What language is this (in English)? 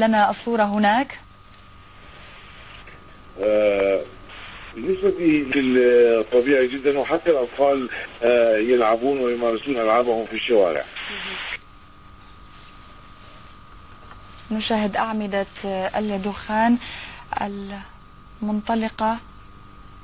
Arabic